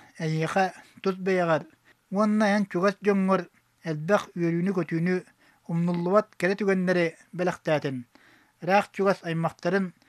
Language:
Yakut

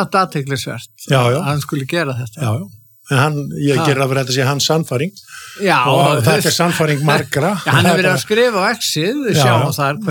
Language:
Icelandic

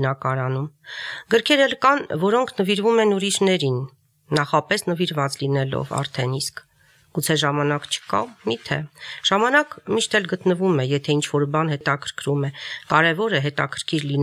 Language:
Armenian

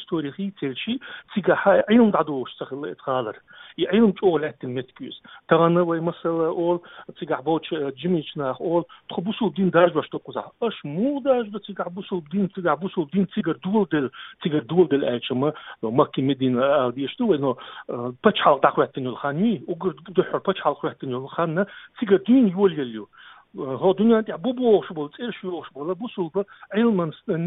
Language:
Chechen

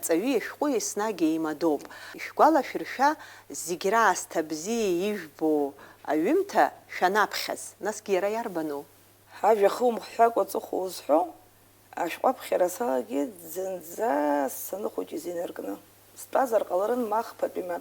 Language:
Abkhazian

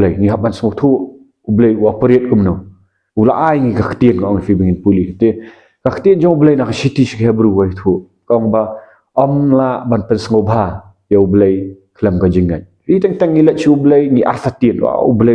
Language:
Khasi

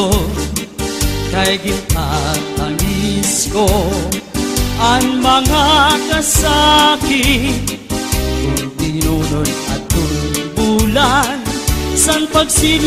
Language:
Waray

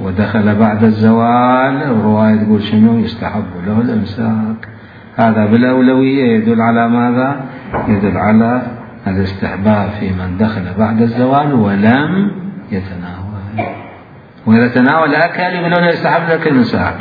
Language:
Mesopotamian Arabic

